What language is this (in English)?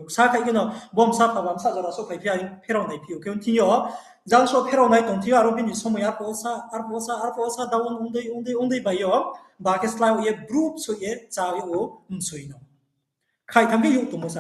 Riang (India)